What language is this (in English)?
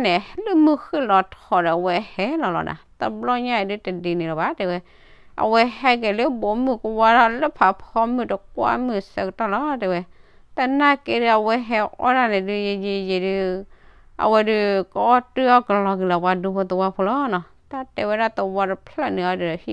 S'gaw Karen